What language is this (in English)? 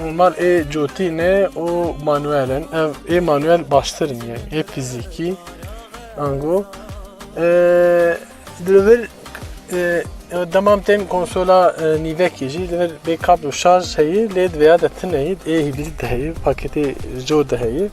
Kurdish